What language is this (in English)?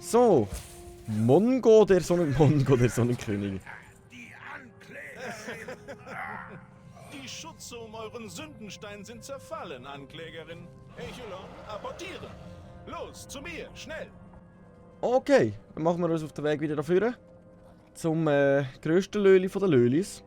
Swiss German